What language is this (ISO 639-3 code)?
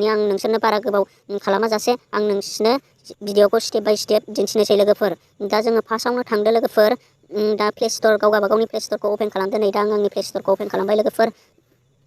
brx